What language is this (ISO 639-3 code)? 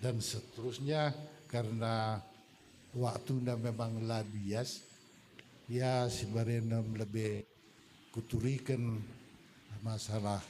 btx